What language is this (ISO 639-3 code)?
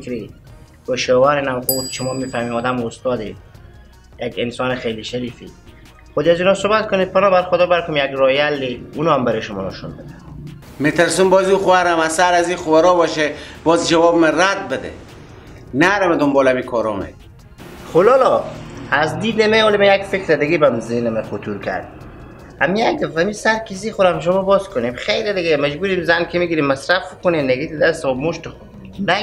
fas